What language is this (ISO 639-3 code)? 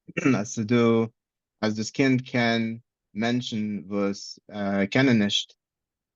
yid